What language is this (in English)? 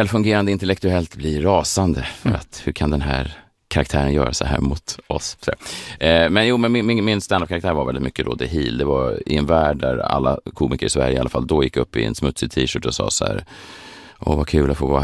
Swedish